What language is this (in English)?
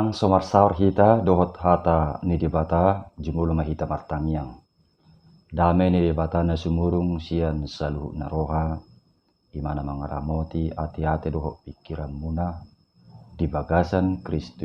Batak Toba